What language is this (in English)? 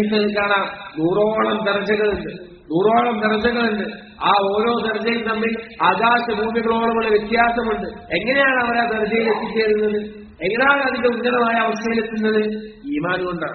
Malayalam